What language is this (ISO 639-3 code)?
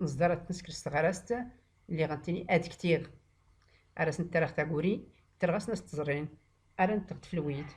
shi